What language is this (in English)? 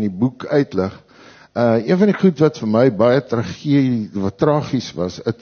Afrikaans